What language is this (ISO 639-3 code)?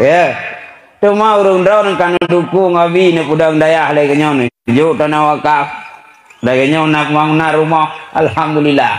ace